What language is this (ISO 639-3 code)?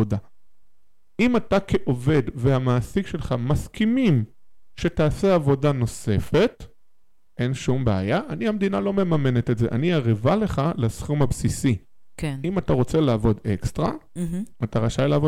heb